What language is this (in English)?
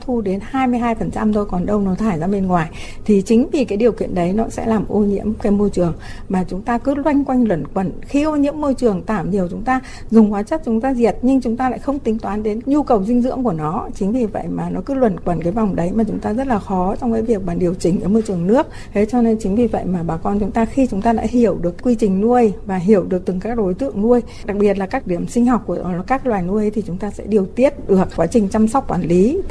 Vietnamese